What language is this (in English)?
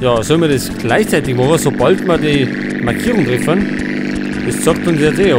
Bavarian